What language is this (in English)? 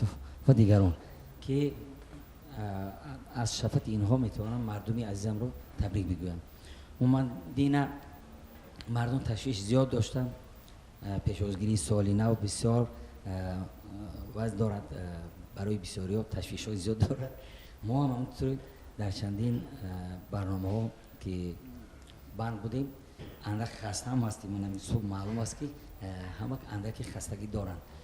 Tajik